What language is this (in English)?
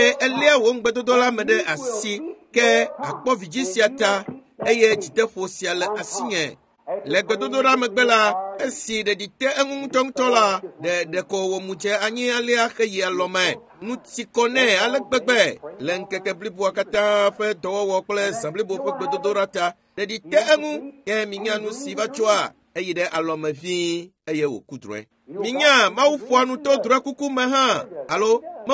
Ewe